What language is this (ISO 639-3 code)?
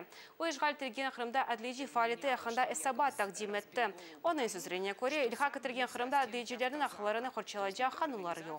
crh